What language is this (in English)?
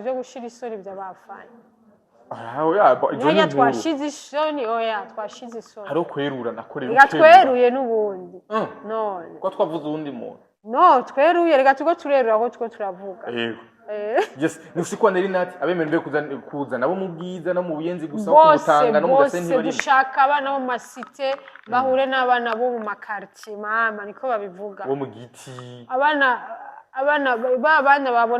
Rundi